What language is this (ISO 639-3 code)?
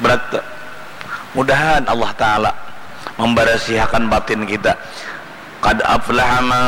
bjn